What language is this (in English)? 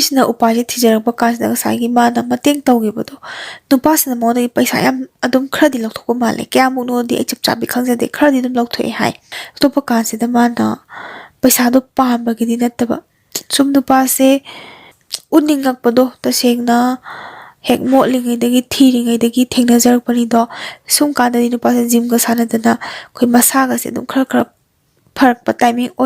Manipuri